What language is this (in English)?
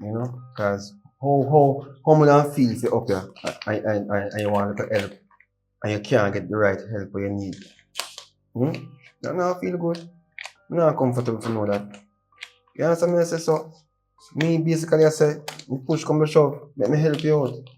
Jamaican Creole English